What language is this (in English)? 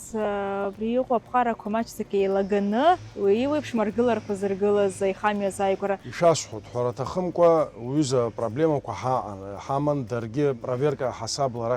Abkhazian